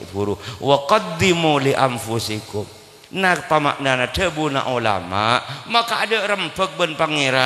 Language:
Madurese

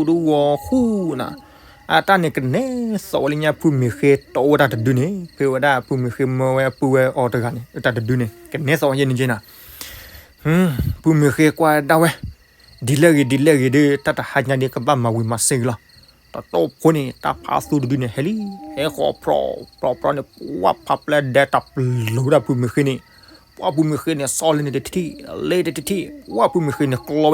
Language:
S'gaw Karen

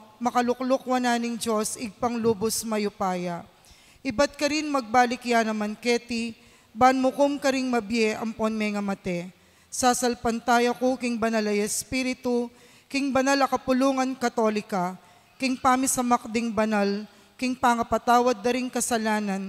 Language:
Pampanga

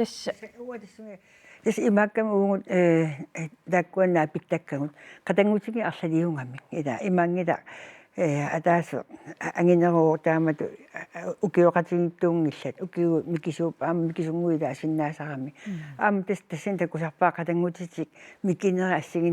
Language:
Kalaallisut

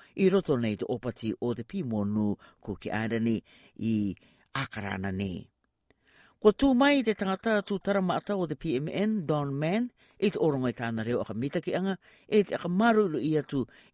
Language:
Rarotongan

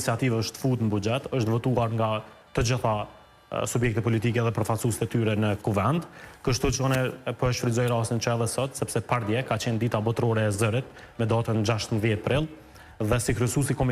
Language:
Albanian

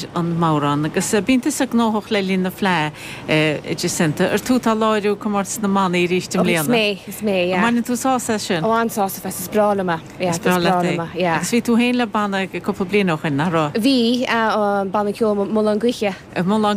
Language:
Irish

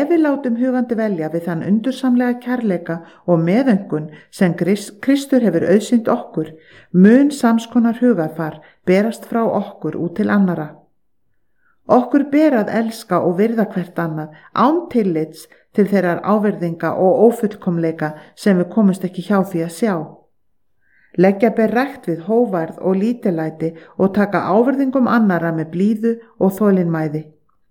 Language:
Icelandic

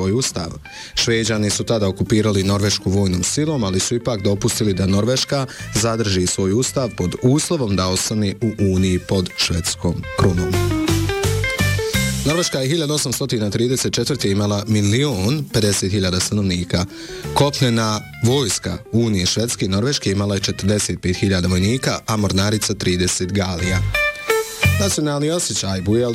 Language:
Bosnian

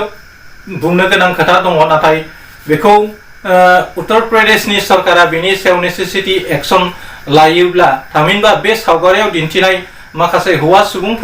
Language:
Bodo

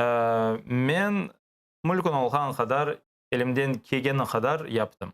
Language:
Crimean Tatar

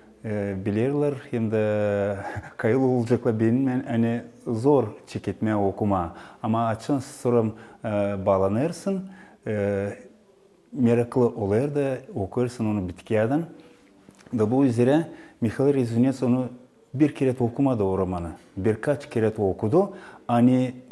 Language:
Gagauz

